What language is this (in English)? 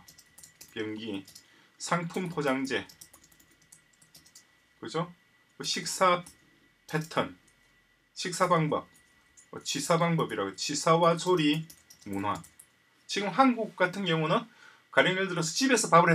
Korean